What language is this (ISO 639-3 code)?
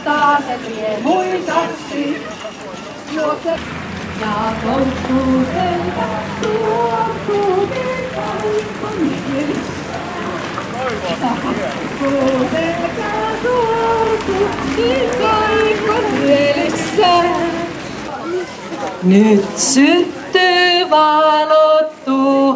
fin